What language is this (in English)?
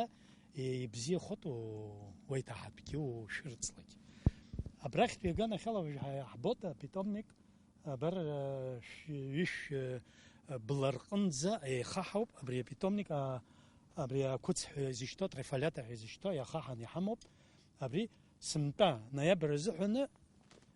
Abkhazian